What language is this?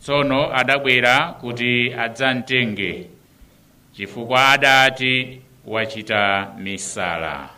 Nyanja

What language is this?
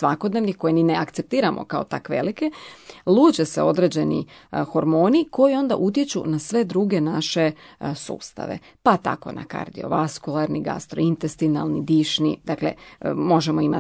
Croatian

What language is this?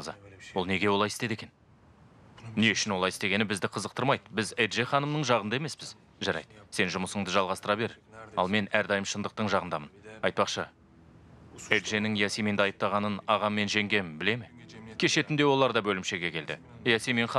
Kazakh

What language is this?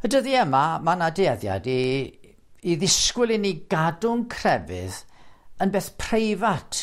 Welsh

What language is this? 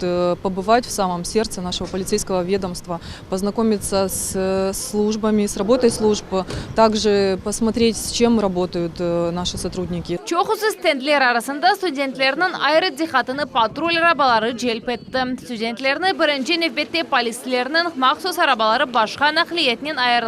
Crimean Tatar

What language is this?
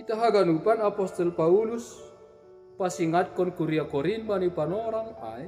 Batak Simalungun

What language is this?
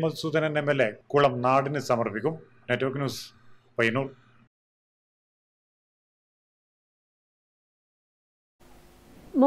Malayalam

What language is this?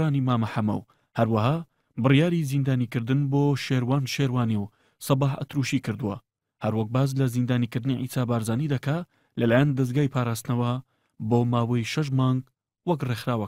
Central Kurdish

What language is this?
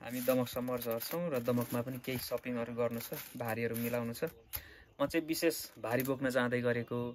Nepali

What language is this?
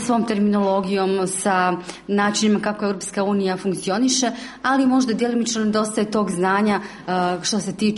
Serbian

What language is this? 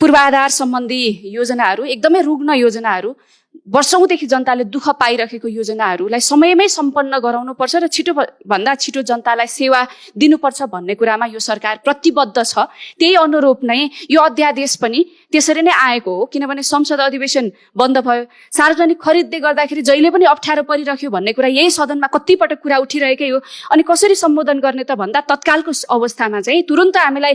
Nepali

